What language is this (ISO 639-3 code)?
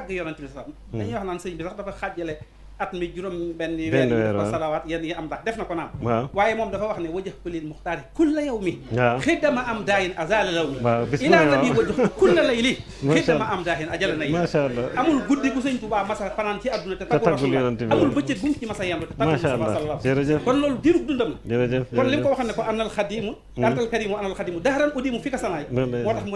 wol